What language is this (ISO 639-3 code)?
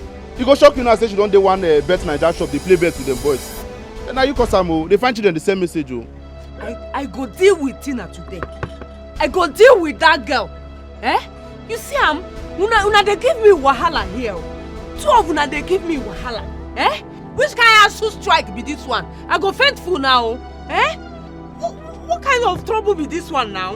pcm